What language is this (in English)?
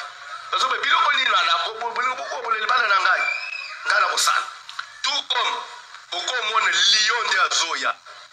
Lingala